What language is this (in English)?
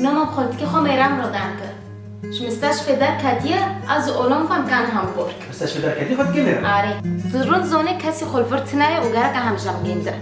Kurdish